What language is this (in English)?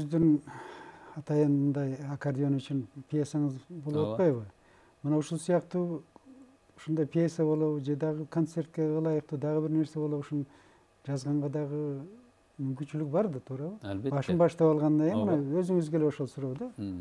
Kyrgyz